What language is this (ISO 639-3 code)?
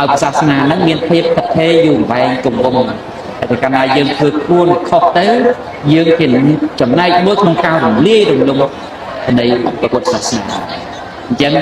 khm